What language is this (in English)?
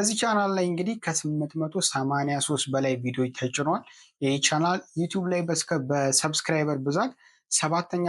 Amharic